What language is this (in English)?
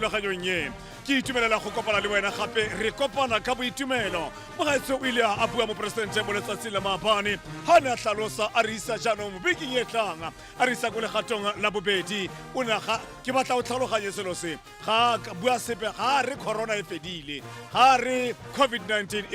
Tswana